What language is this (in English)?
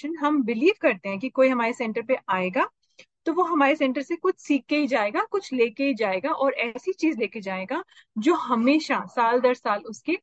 Hindi